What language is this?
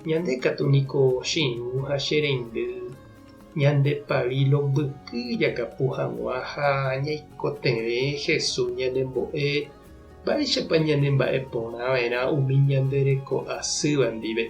Guarani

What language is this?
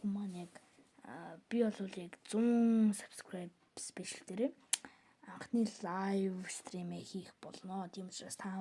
Mongolian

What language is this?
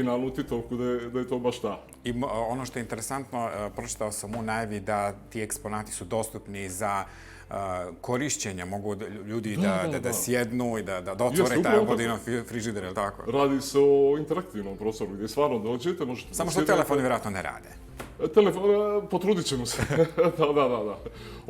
Bosnian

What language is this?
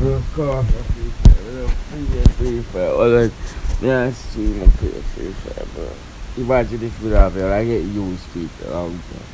Jamaican Creole English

